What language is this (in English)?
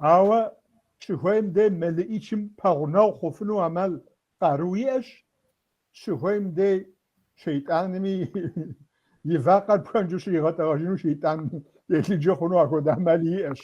Kabardian